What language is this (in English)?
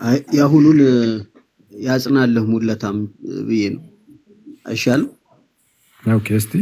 Amharic